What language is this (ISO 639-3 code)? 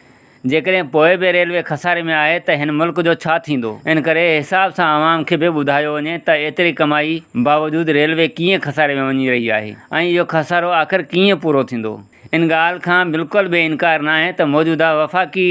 snd